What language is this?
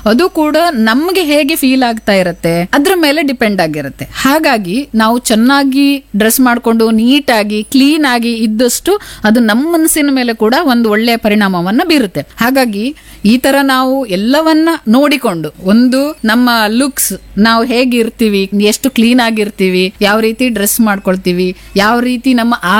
Kannada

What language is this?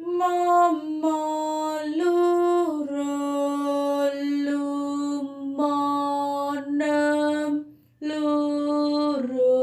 Javanese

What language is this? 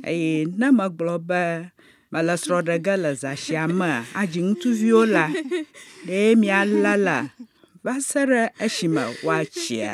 Ewe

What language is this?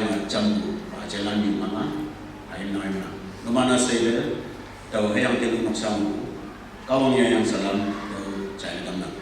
Konyak Naga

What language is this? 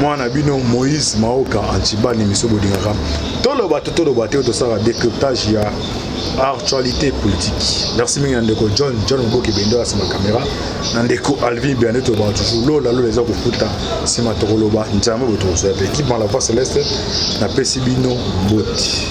Lingala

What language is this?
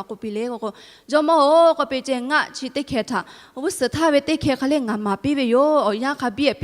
Lahu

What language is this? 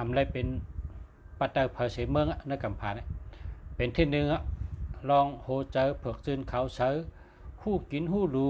Shan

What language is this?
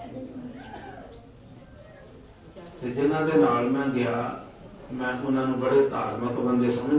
Punjabi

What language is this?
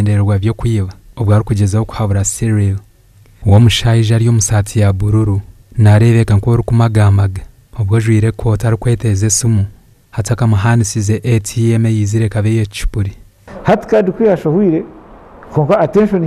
Nyankole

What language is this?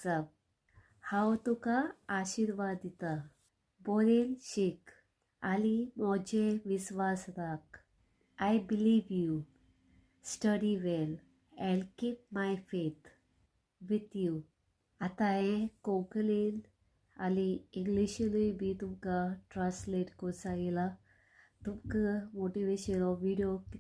Konkani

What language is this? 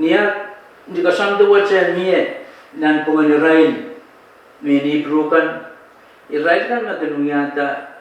Pohnpeian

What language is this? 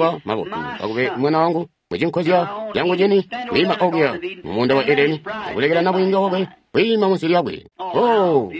Tonga (Zambia)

